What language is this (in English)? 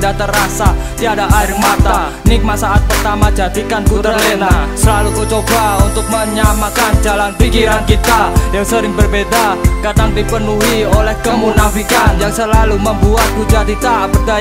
Indonesian